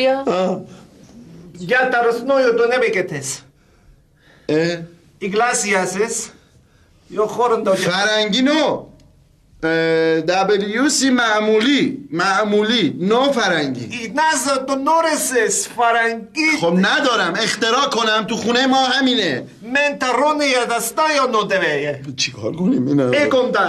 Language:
Persian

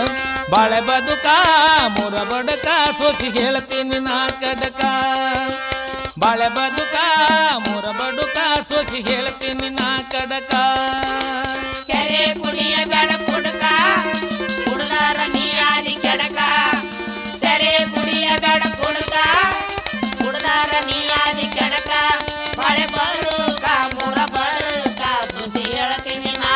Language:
Kannada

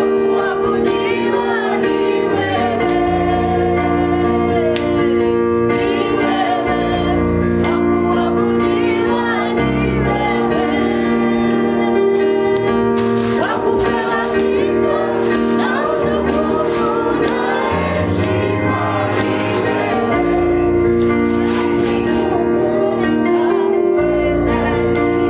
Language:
Swahili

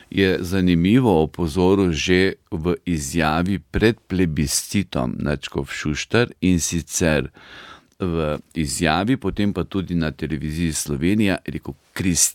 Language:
Slovenian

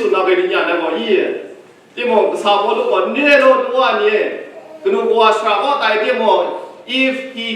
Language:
Kachin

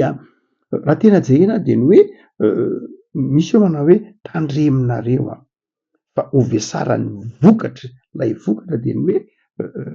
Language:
Malagasy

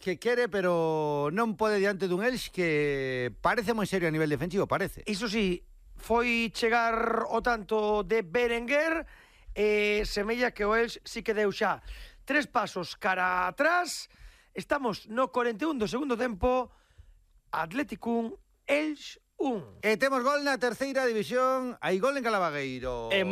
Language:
Galician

